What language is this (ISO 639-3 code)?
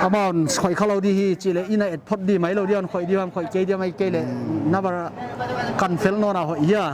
pck